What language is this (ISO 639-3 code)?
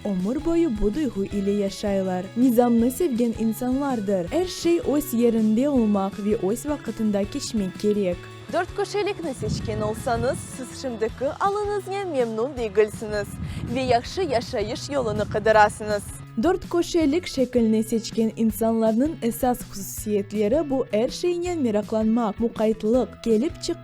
crh